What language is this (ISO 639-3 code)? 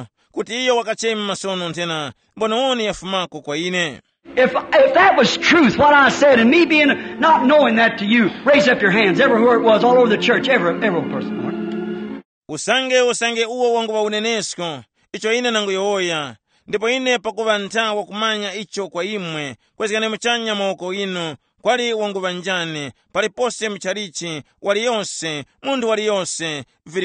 tum